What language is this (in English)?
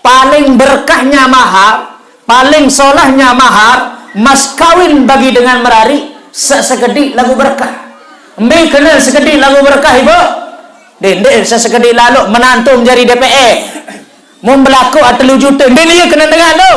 Sasak